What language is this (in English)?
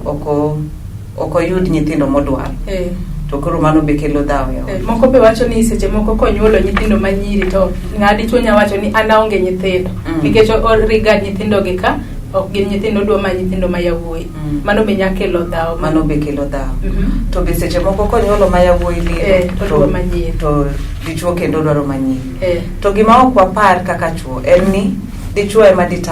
Luo (Kenya and Tanzania)